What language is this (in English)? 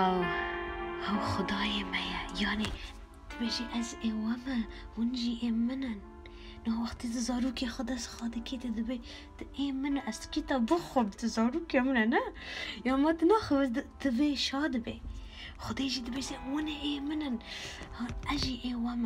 Kurdish